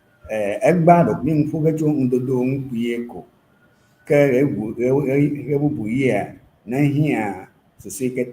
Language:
Ewe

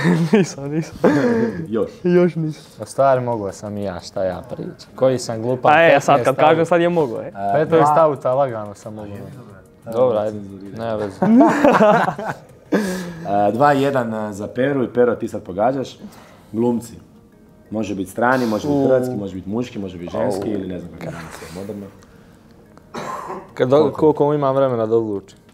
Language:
Croatian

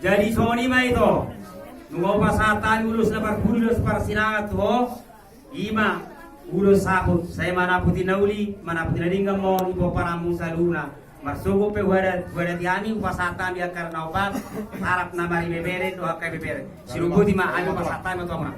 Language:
Batak Toba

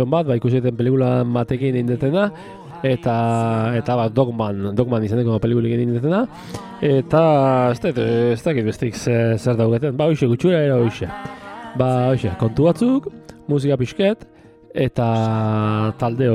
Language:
Basque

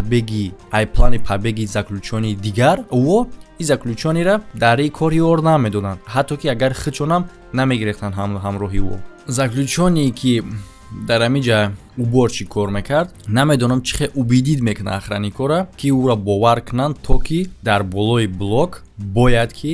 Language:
Tajik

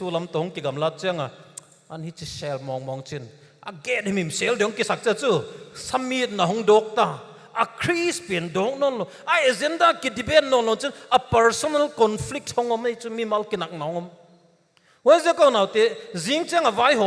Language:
Paite Chin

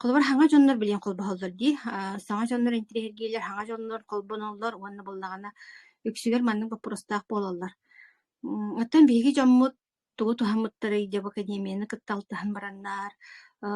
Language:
Yakut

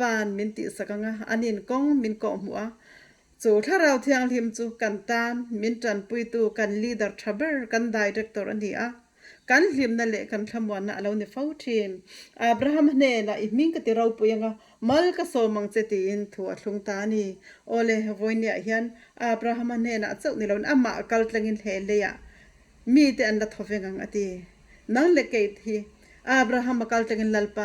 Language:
Mizo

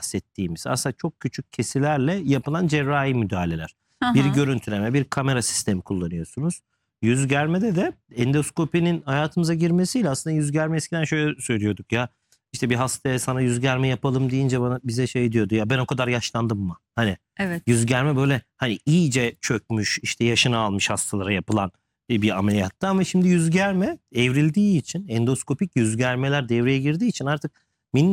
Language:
Turkish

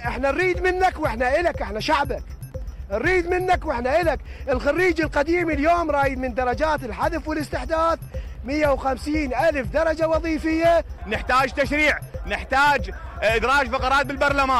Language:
Mesopotamian Arabic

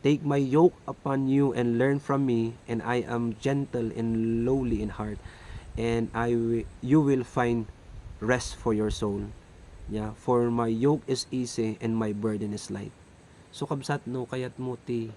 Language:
Iloko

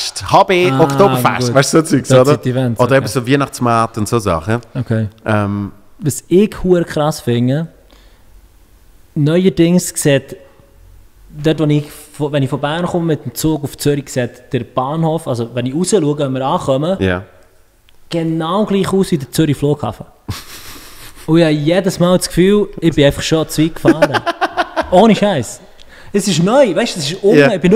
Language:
Swiss German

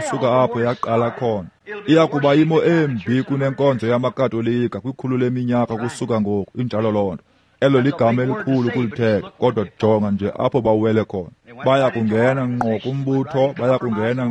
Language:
Xhosa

